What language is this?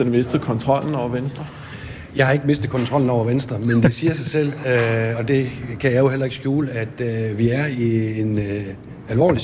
Danish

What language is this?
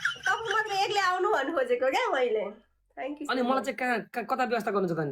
Nepali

